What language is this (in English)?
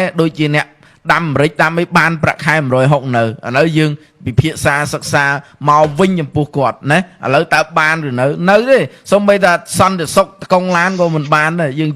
Khmer